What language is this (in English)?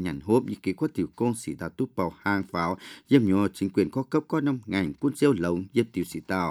Vietnamese